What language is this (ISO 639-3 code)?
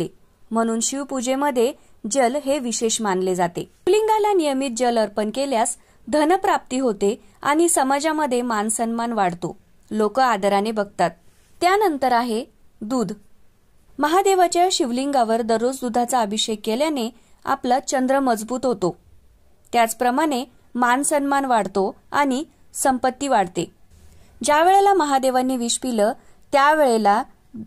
mar